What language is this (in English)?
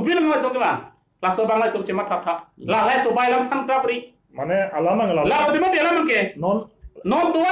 Karbi